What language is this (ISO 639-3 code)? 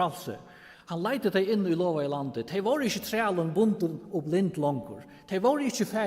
fao